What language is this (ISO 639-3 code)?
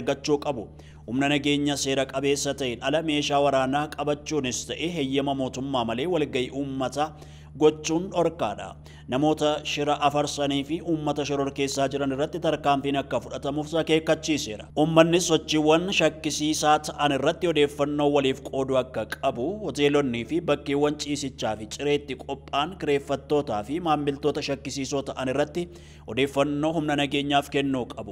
orm